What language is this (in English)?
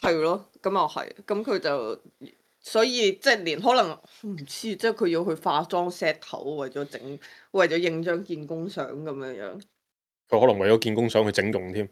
Cantonese